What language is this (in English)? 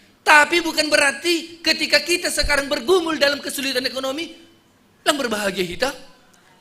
Batak Simalungun